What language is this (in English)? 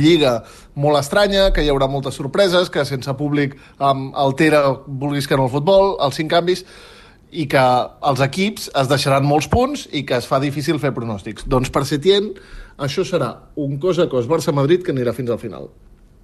Catalan